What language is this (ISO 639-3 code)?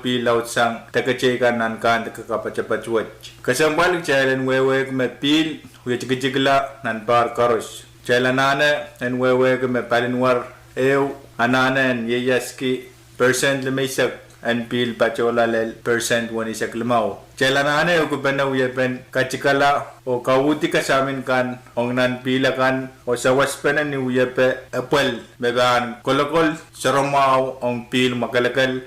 pon